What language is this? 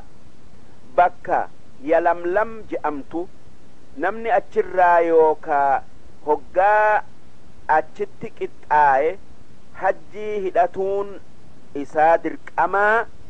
Oromo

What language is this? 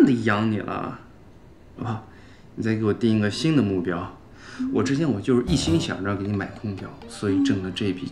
Chinese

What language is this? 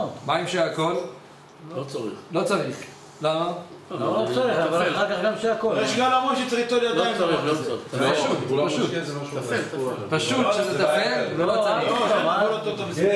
Hebrew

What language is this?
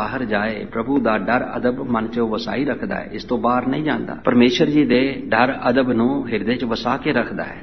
Punjabi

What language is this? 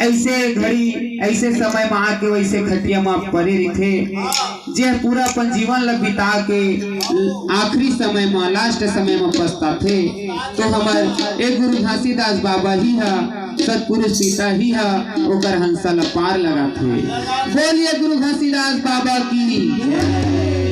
Chhattisgarhi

